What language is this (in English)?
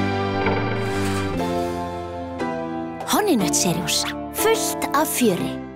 Icelandic